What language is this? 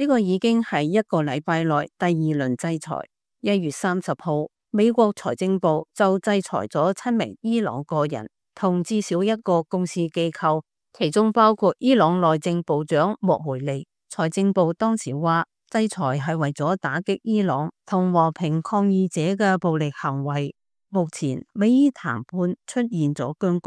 Cantonese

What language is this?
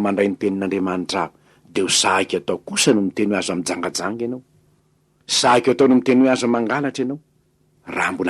Malagasy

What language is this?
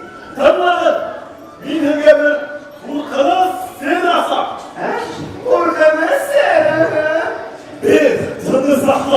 Bashkir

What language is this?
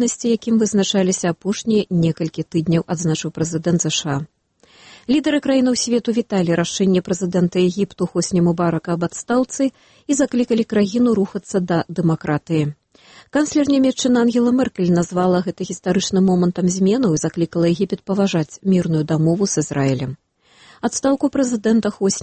Belarusian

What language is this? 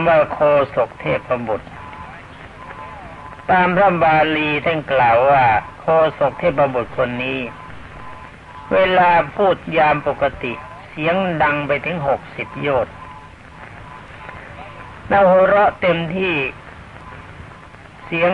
Thai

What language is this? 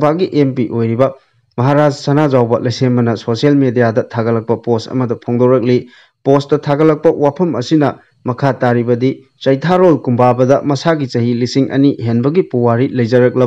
Manipuri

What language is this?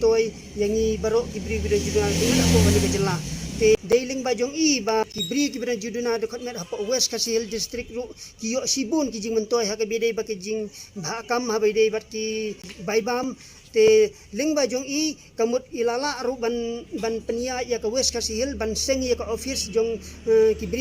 Khasi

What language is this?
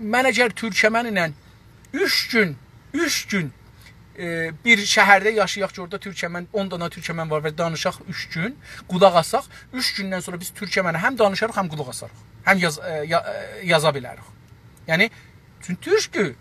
South Azerbaijani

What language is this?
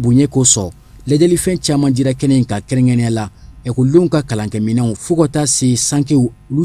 Bambara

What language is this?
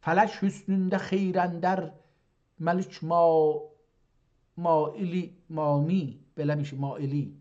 South Azerbaijani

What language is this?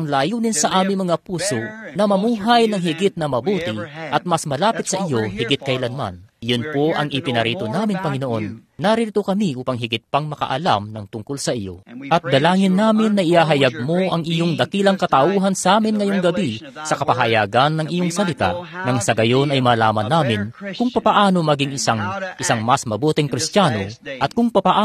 Filipino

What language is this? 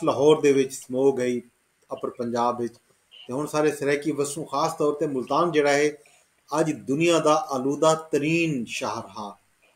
Saraiki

